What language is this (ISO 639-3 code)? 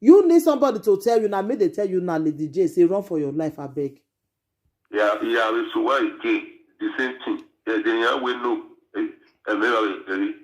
pcm